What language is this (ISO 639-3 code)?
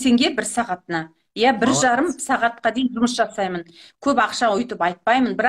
kaz